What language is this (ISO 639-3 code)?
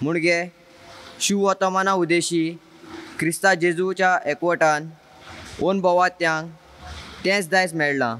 kok